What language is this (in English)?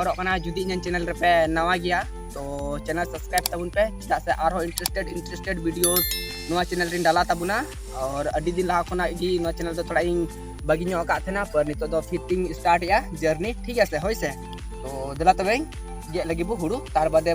Santali